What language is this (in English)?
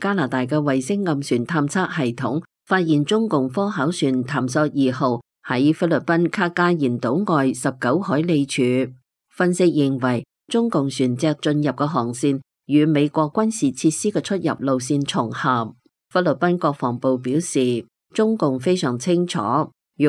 Cantonese